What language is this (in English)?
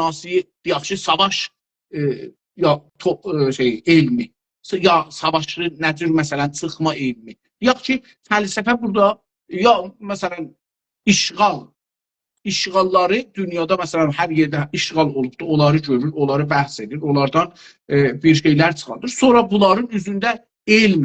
South Azerbaijani